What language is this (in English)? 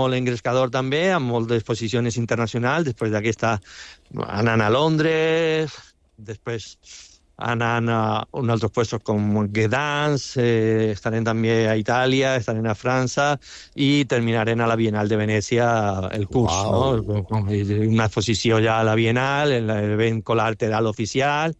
Catalan